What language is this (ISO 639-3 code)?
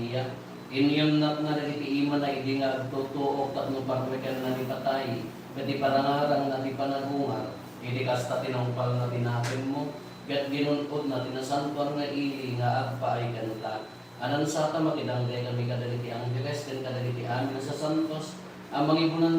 ilo